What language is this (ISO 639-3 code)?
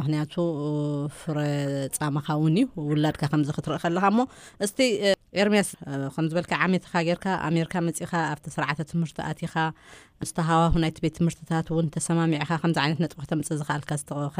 tir